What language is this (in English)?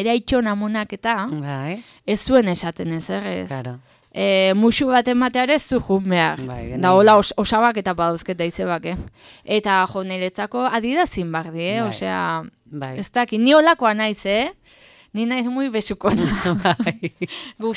Basque